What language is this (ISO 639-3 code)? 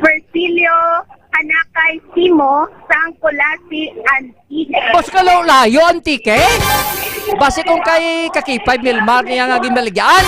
hil